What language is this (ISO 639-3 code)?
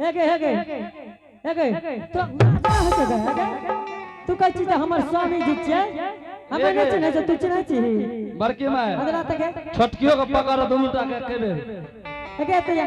anp